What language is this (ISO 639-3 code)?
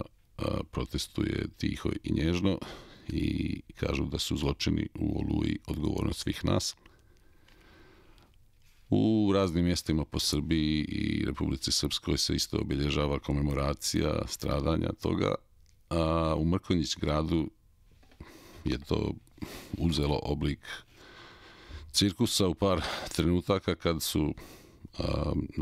srp